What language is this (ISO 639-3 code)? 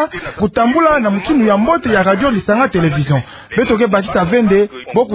ktu